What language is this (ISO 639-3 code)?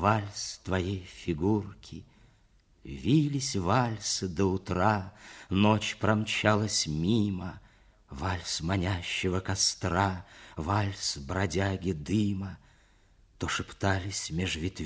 rus